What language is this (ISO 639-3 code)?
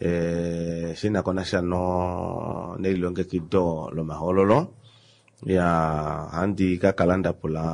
kua